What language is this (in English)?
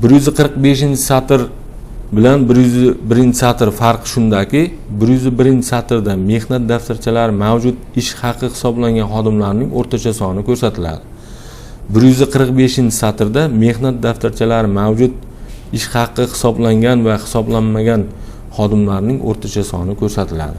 Uzbek